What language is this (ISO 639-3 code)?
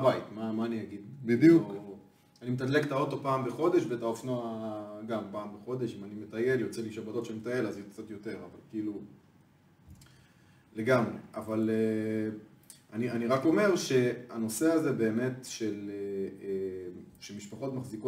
heb